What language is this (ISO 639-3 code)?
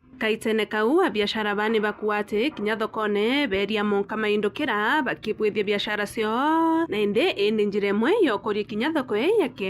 mer